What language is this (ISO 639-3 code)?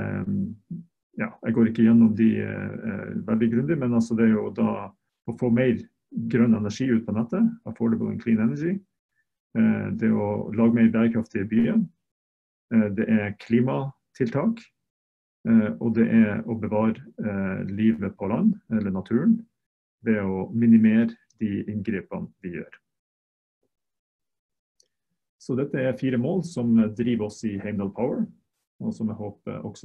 nor